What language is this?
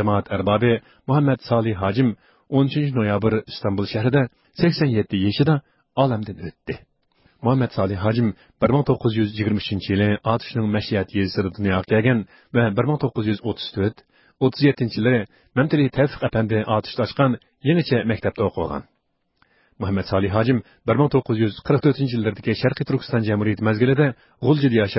Uyghur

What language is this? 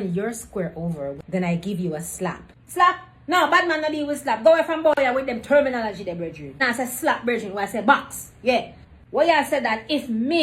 Jamaican Creole English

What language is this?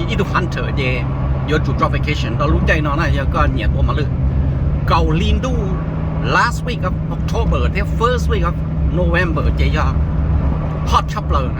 Hmong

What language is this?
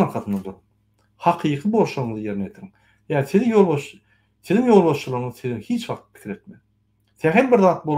Turkmen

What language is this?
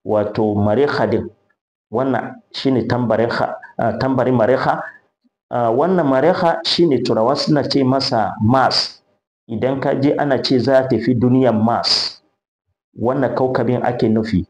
Hausa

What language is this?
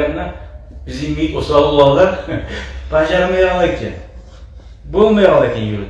Kumyk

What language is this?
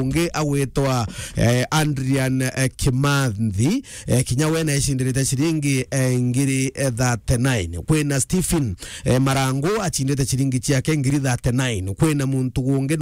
Meru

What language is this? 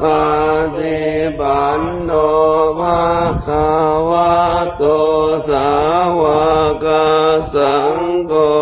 Pali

